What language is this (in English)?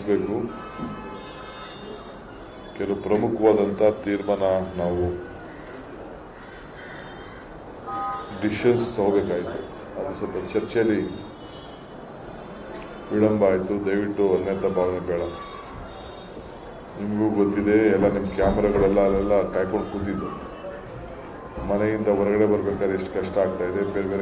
Kannada